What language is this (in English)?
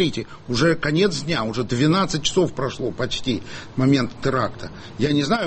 Russian